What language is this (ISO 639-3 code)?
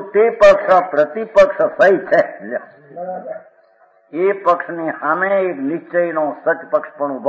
guj